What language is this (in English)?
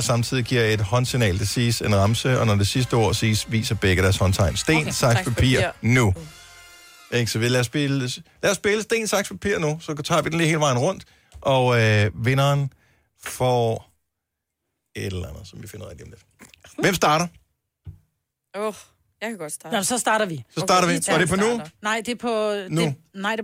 Danish